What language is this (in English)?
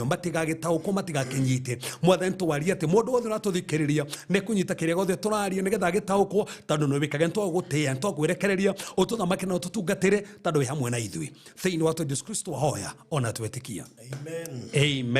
Kikuyu